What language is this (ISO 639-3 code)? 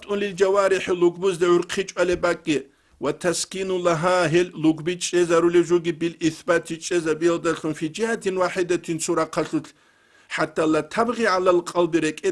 ava